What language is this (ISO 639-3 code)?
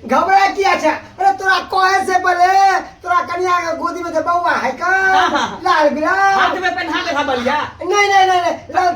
mai